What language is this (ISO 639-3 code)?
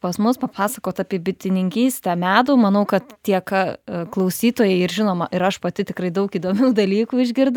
lit